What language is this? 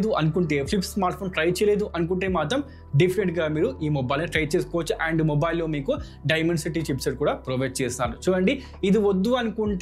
Telugu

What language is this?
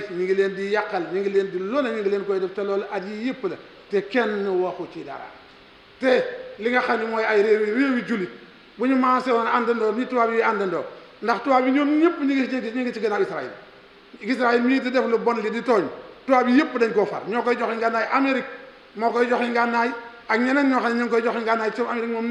Wolof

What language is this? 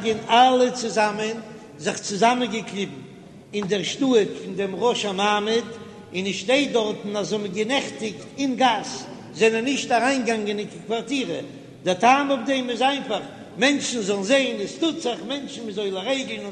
Yiddish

